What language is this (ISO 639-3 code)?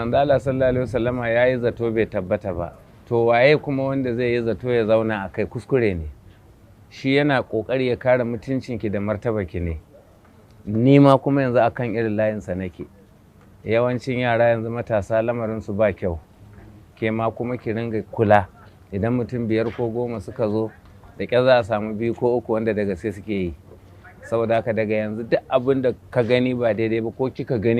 hau